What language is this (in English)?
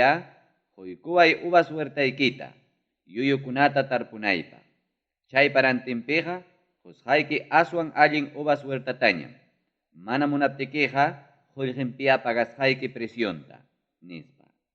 Ayacucho Quechua